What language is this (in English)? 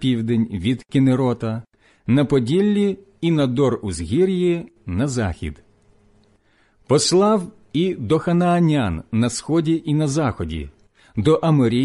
Ukrainian